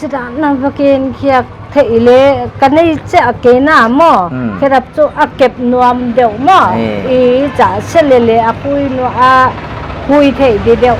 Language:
Paite Chin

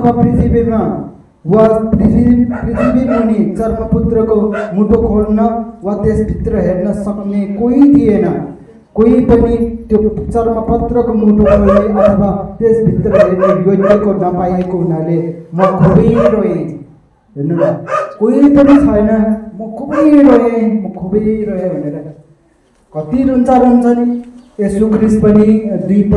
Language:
Nepali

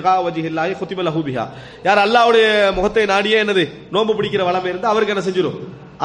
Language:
Tamil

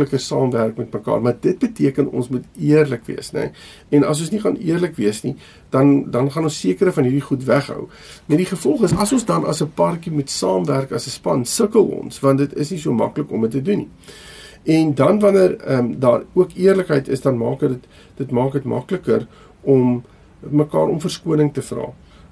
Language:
Afrikaans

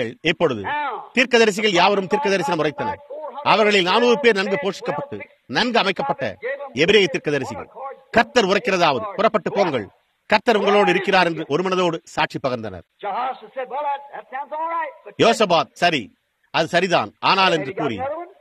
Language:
Tamil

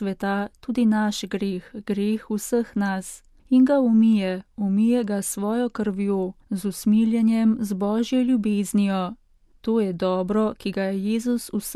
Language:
Slovenian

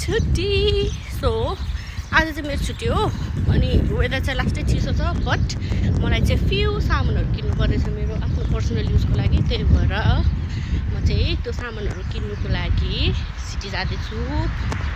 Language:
Nepali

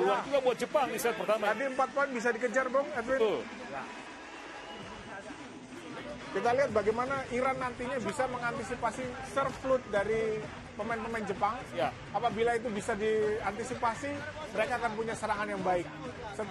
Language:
Indonesian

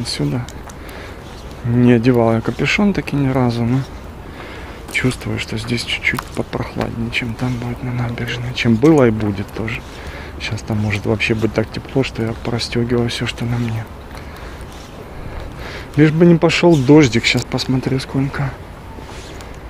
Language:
Russian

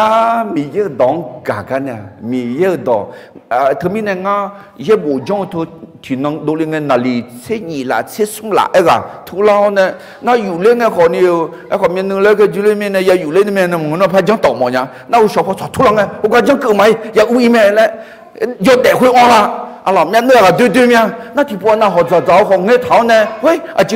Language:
Akha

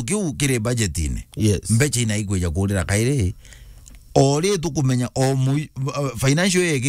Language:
Meru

